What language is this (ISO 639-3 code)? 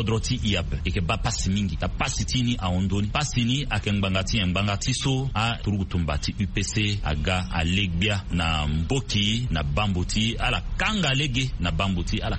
sag